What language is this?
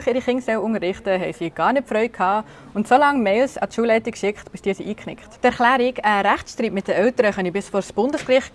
Swiss German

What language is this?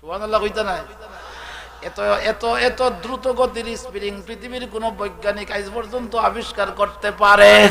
Sylheti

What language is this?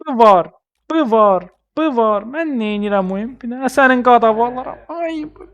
Azerbaijani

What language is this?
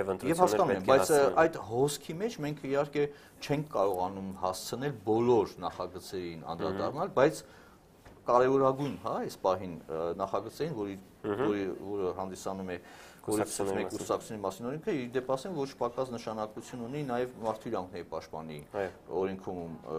Armenian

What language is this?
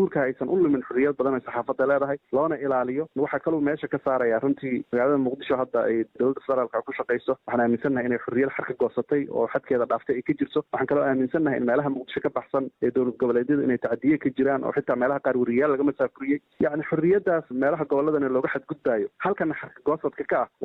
Somali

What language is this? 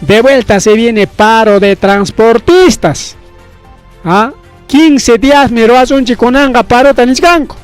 Ayacucho Quechua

